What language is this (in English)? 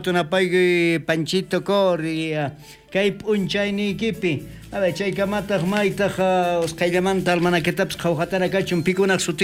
South Bolivian Quechua